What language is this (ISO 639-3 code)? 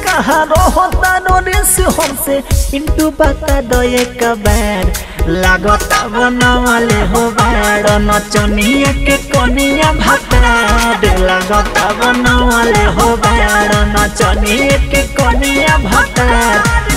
bho